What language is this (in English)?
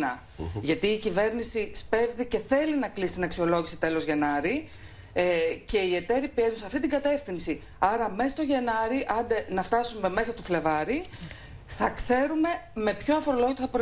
Greek